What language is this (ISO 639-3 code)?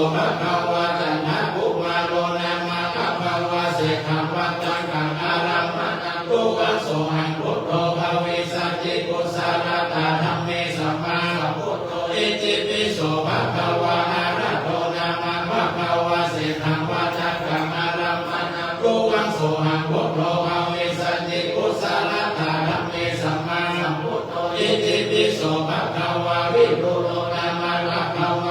pli